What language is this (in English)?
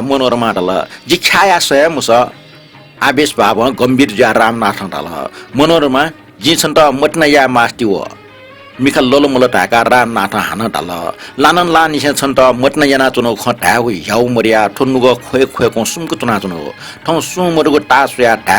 Newari